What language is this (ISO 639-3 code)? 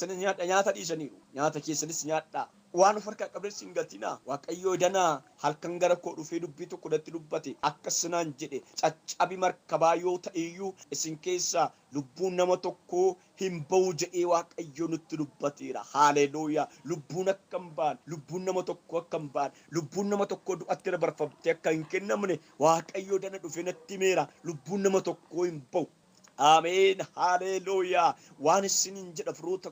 orm